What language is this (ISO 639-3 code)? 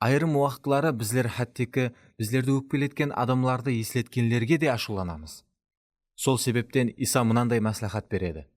kaa